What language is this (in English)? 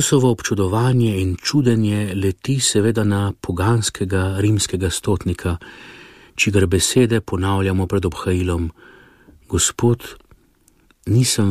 Slovenian